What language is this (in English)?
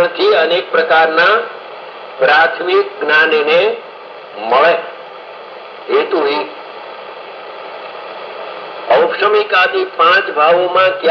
Gujarati